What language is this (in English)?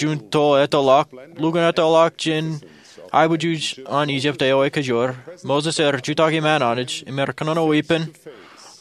Marshallese